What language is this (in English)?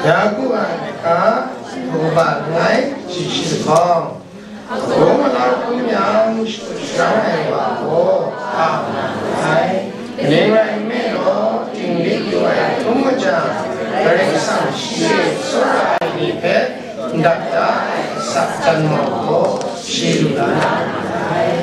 Kachin